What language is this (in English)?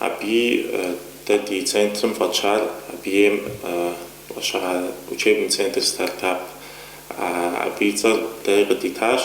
Kabardian